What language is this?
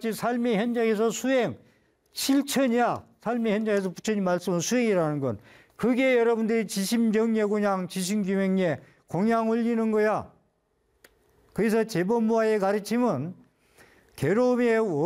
Korean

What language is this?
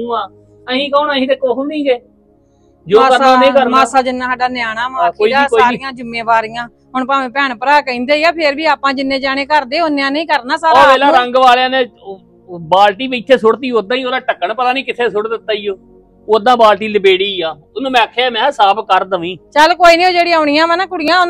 Punjabi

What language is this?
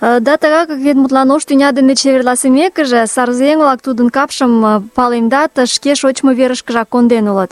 Mari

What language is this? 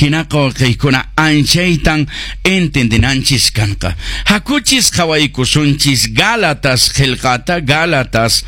Quechua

